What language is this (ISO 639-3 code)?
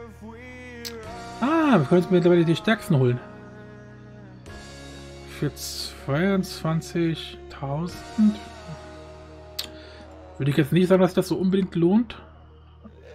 deu